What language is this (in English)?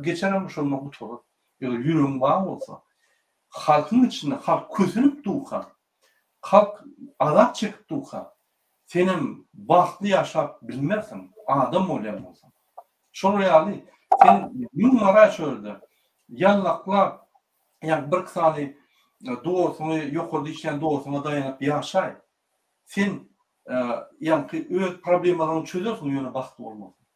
Turkmen